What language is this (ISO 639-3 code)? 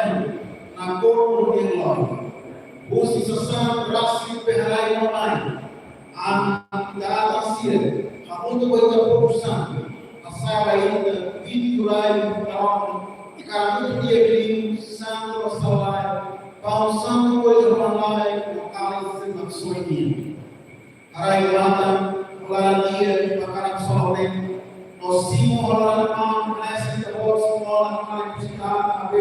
tet